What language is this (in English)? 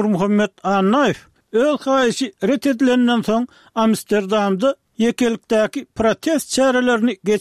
Turkmen